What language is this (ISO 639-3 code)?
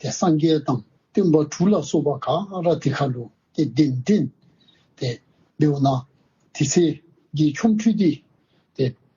dzo